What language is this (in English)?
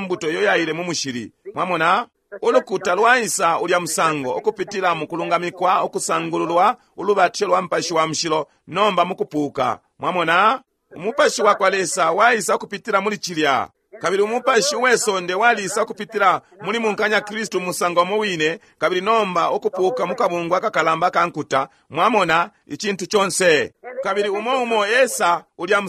Bemba